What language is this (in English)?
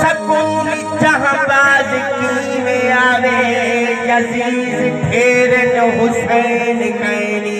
Saraiki